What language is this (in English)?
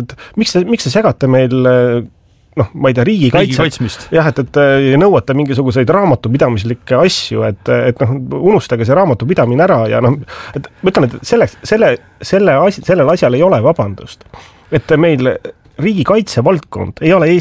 Estonian